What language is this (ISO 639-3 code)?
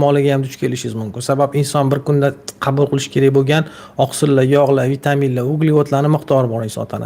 uzb